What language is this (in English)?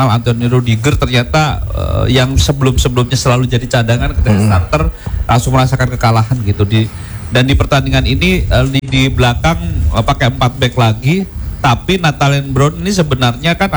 Indonesian